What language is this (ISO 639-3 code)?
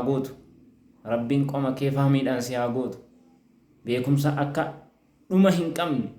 orm